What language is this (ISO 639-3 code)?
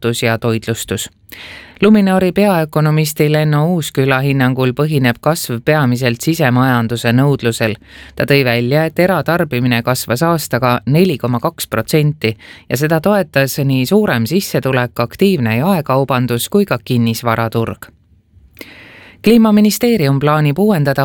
est